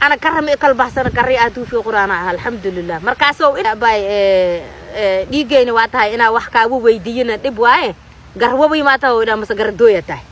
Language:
Somali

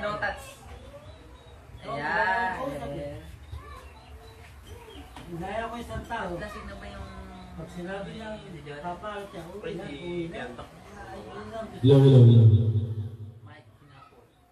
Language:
Filipino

